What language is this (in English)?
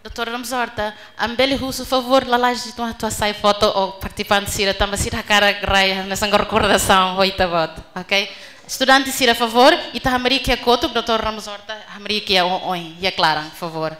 Tetum